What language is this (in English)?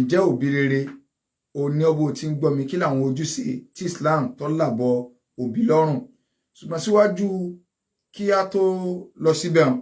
Yoruba